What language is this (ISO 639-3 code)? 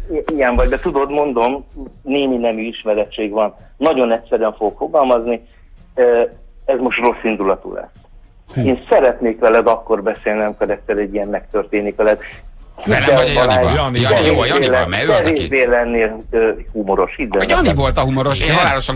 hun